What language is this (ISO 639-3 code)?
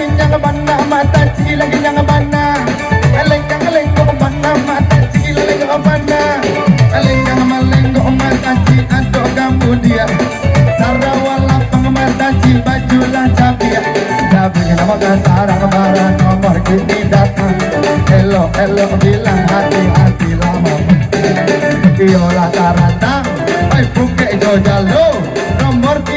min